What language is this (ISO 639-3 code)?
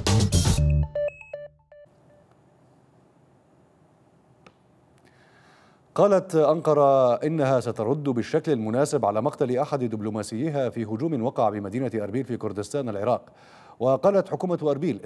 ara